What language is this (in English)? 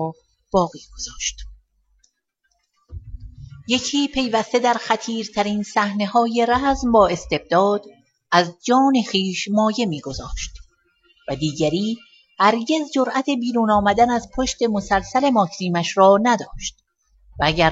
Persian